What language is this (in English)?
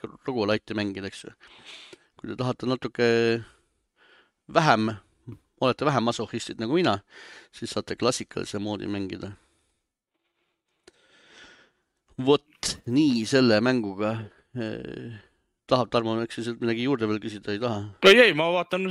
Estonian